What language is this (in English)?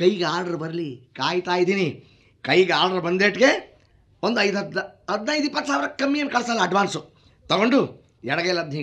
Kannada